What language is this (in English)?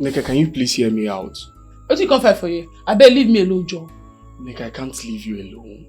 Nigerian Pidgin